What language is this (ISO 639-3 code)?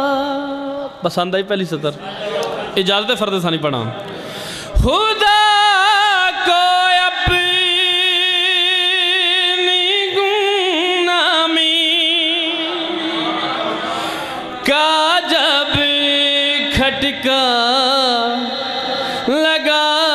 urd